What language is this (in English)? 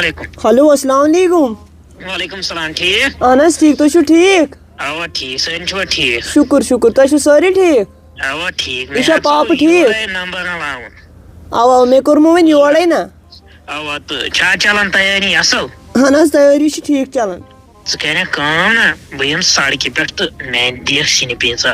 Kashmiri